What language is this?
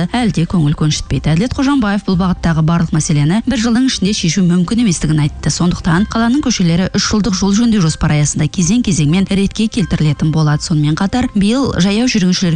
Kazakh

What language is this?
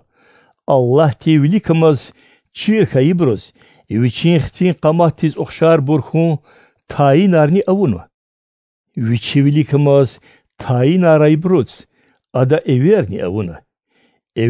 Lezghian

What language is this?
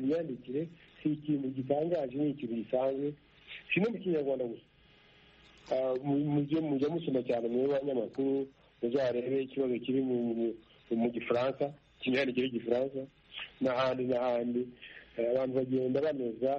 Kinyarwanda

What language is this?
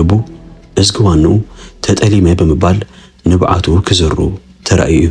Tigrinya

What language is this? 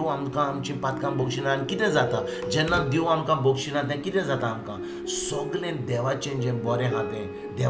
Konkani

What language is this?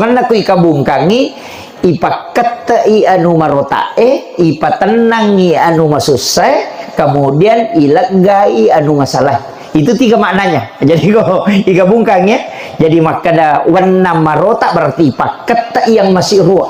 Buginese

